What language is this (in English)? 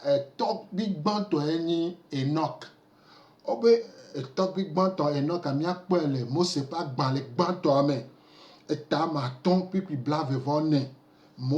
Gen